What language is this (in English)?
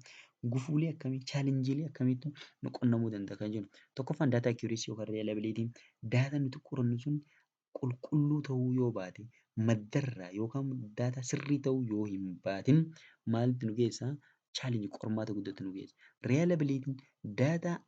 Oromo